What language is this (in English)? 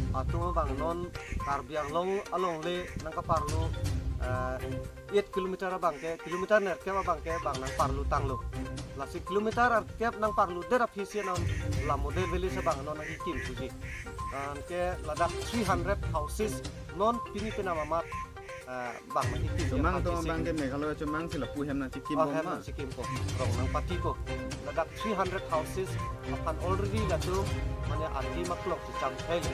Karbi